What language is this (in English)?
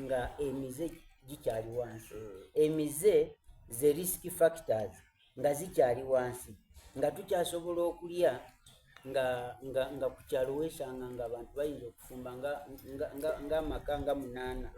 Soga